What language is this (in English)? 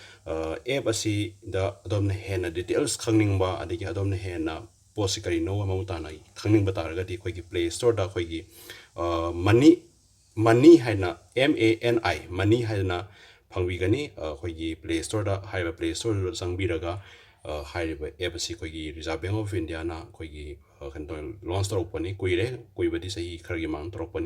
Manipuri